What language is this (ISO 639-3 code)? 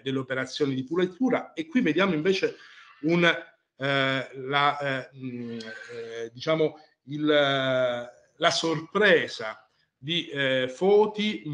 ita